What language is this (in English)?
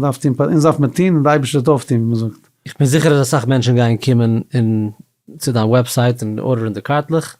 Yiddish